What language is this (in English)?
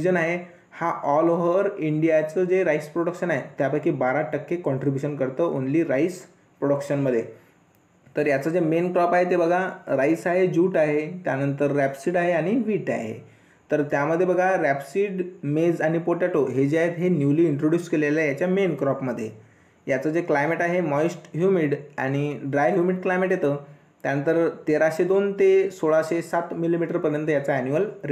Marathi